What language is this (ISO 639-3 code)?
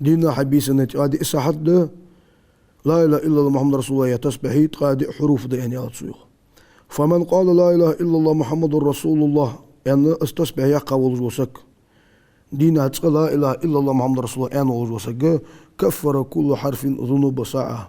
inh